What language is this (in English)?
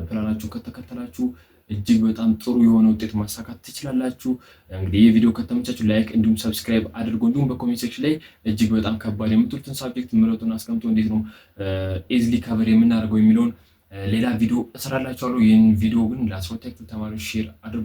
Amharic